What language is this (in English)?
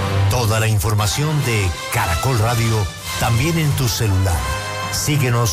Spanish